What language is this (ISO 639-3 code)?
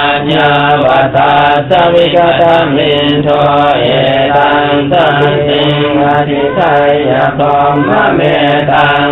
pli